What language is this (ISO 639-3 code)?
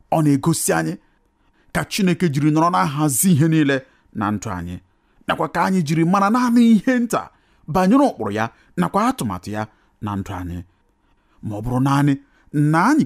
ibo